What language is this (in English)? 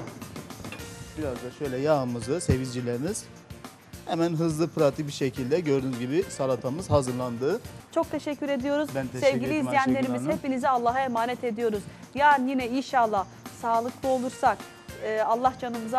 Turkish